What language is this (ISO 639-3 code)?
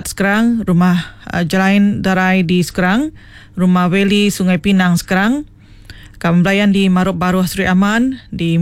iba